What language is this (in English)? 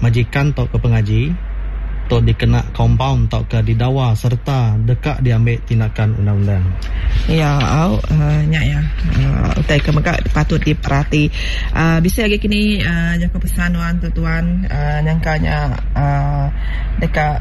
Iban